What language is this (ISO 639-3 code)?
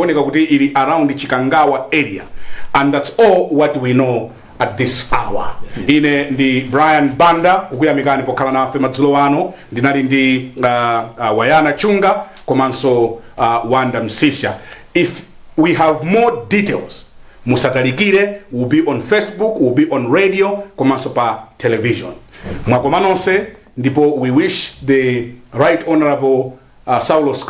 nya